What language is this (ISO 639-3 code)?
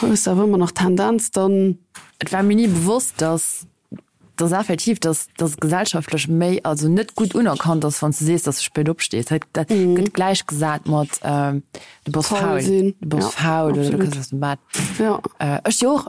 ltz